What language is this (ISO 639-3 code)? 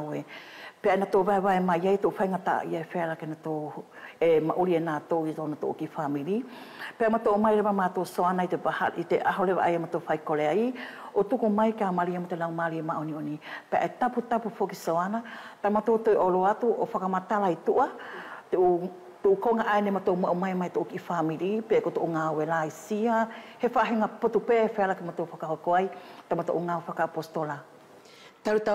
wls